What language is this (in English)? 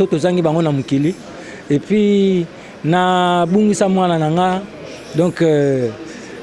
Lingala